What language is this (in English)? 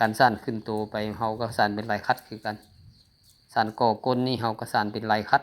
Lao